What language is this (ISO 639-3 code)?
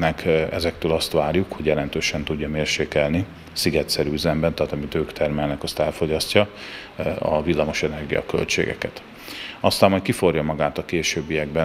hun